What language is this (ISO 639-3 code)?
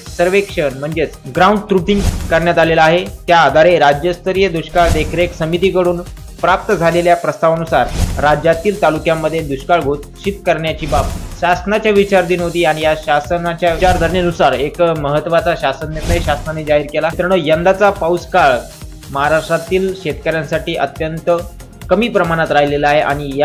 mar